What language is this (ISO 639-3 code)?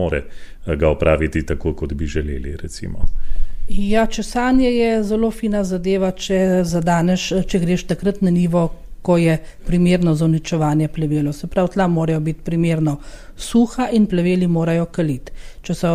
slv